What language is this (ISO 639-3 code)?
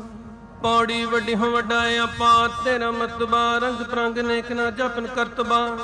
pan